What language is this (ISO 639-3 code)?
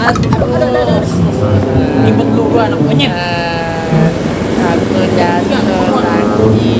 bew